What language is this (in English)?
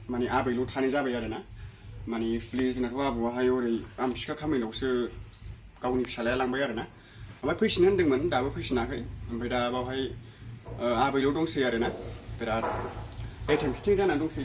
Bodo